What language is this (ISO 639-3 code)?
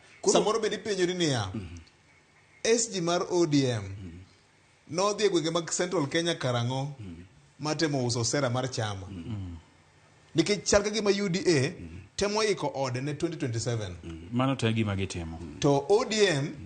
luo